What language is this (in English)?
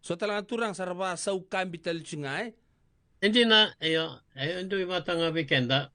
Fijian